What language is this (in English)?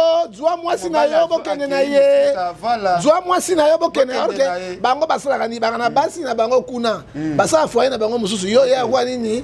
Lingala